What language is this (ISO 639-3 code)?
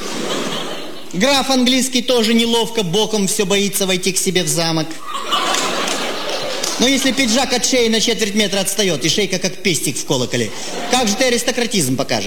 rus